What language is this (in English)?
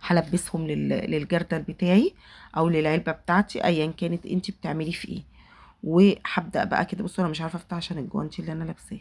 Egyptian Arabic